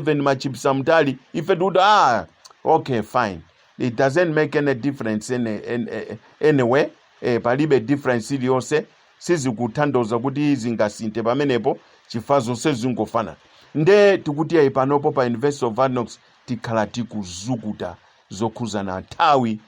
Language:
Nyanja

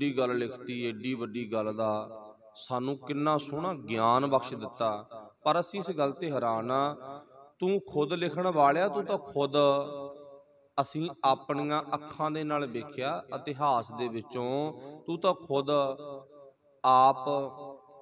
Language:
Punjabi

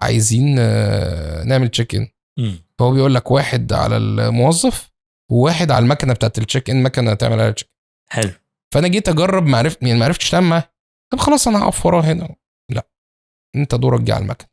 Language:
Egyptian Arabic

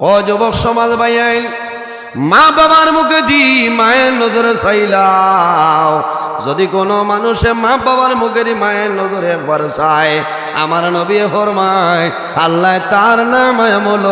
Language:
Sylheti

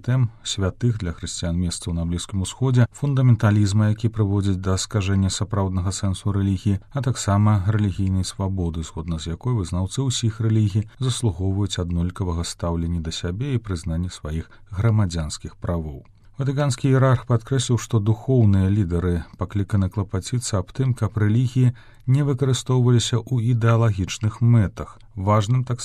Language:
Belarusian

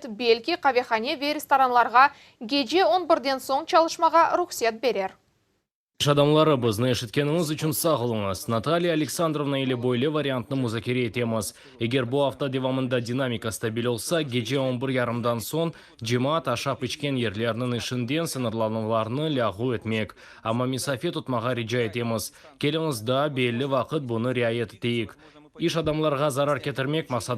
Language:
Crimean Tatar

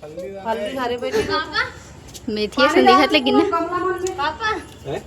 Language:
Chhattisgarhi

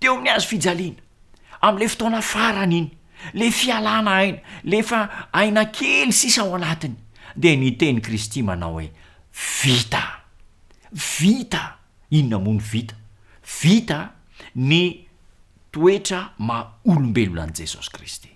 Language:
Malagasy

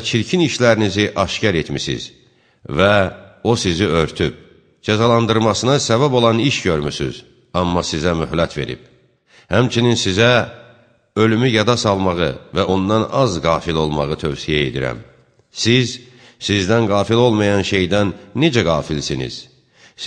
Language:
Azerbaijani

